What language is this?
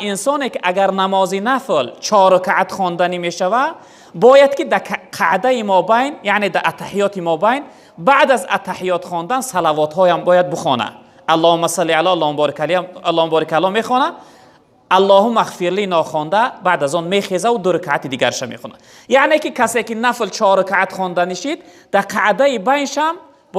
Tajik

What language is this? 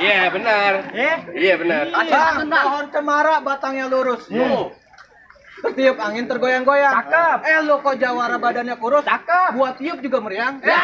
Betawi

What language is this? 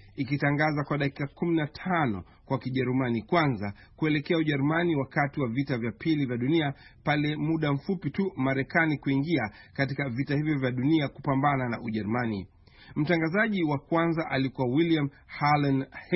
Swahili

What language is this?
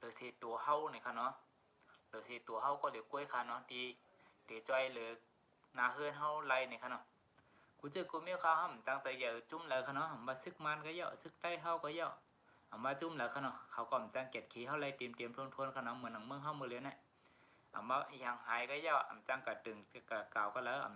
Shan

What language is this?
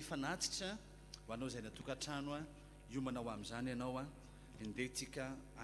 Malagasy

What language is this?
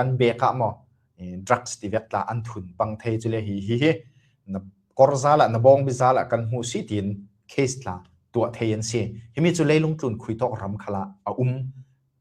Falam Chin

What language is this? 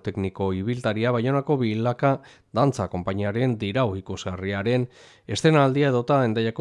Basque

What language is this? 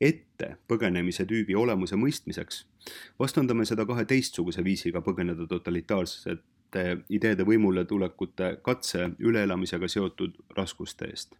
Estonian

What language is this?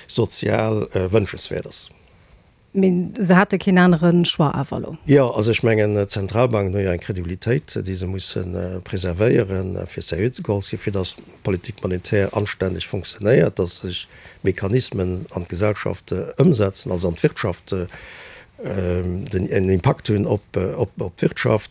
Luxembourgish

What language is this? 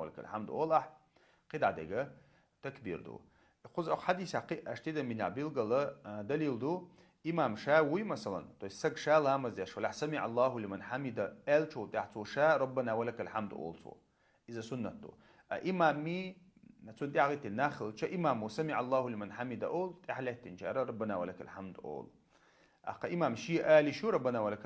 Chechen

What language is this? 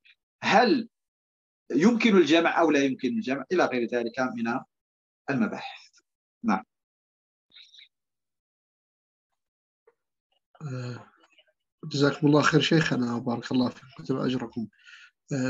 Arabic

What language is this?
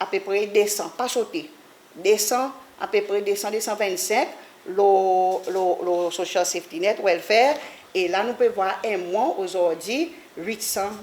Seselwa Creole French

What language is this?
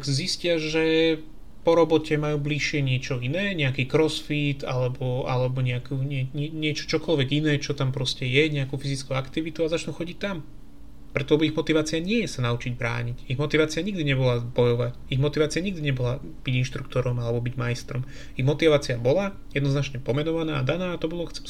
Slovak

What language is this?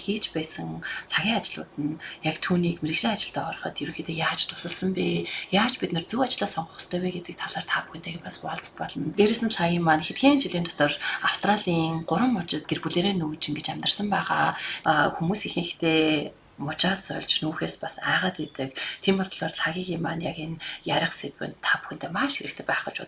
Mongolian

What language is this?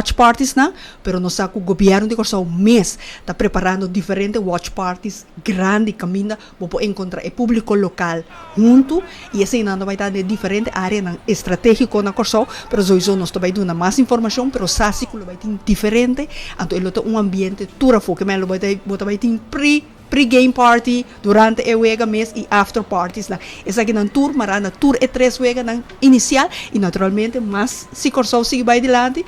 Papiamento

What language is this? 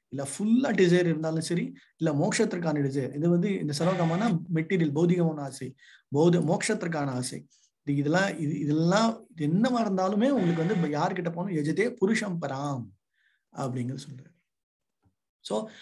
Tamil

